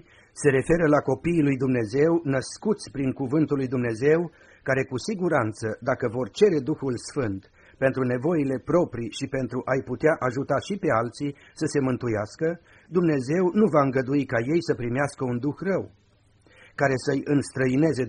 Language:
Romanian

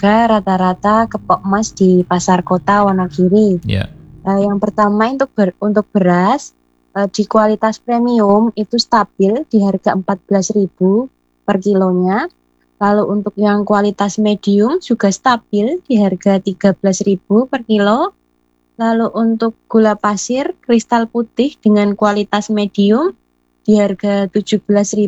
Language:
Indonesian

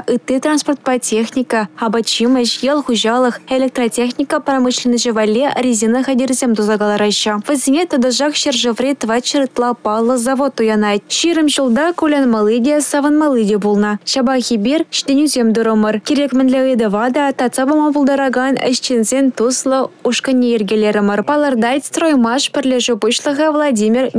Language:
Chuvash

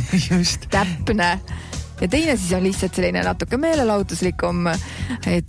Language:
Estonian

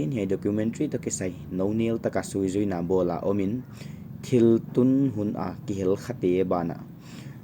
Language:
Paite Chin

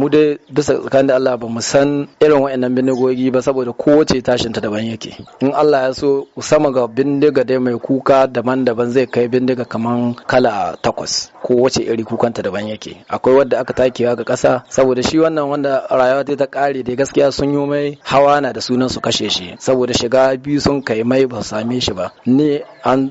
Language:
Hausa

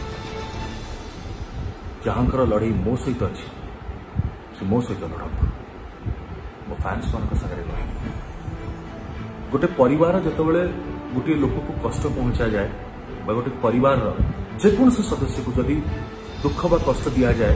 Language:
Odia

